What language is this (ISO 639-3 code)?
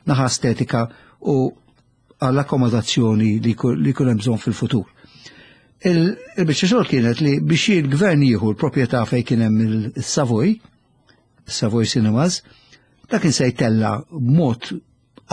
mlt